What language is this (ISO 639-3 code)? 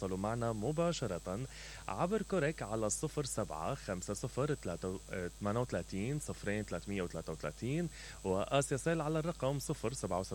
acm